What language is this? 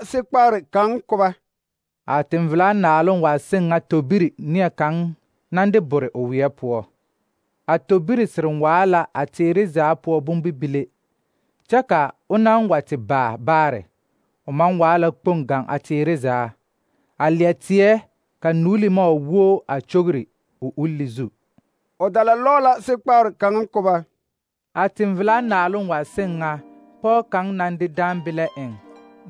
Southern Dagaare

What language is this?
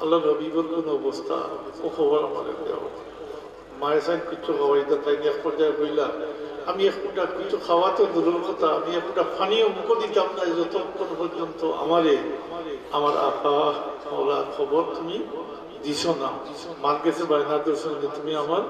Sylheti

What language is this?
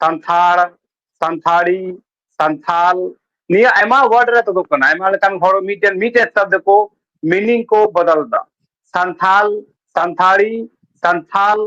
Santali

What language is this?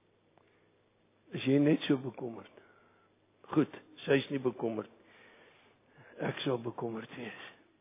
Afrikaans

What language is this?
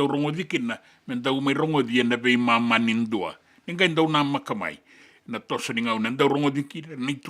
Fijian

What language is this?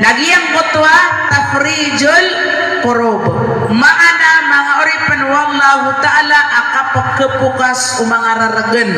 Maranao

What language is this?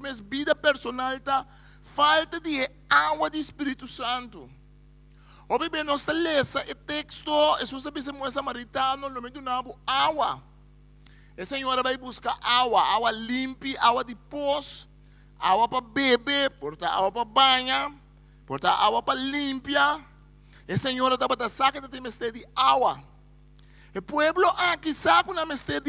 Papiamento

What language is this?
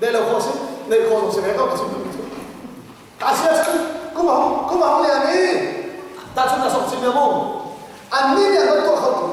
Hakha Chin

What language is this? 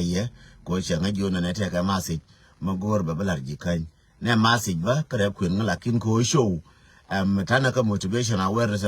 Nuer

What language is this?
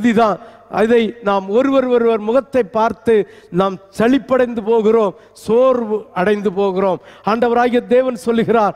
Tamil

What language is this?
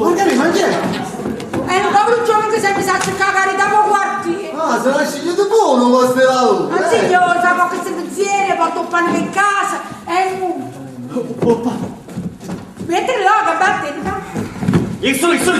Neapolitan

